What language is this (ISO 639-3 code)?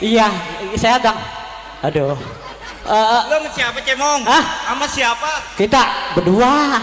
bew